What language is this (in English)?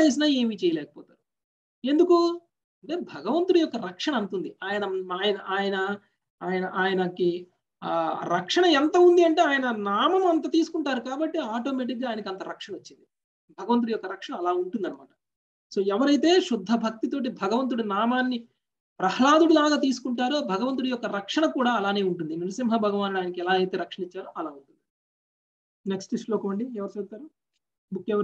Telugu